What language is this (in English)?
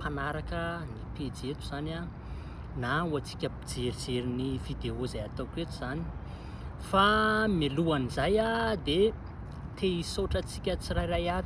Malagasy